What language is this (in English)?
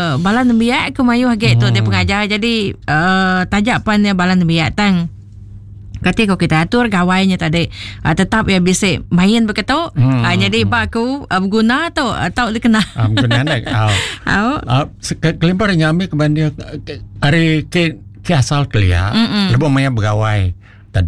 Iban